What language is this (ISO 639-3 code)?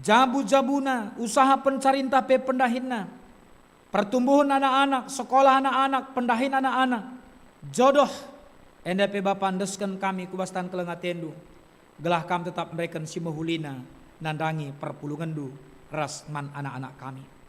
btx